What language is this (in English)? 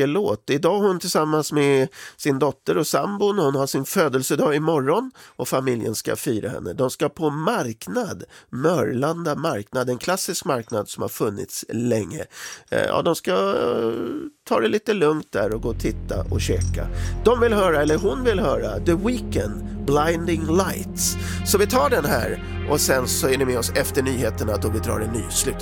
Swedish